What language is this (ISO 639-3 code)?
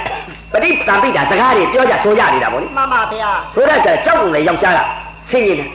mya